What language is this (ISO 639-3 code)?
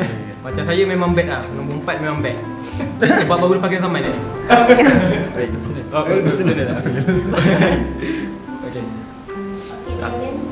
msa